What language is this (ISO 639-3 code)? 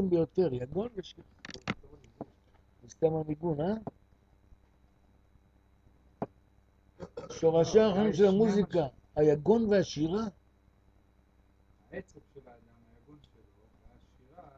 heb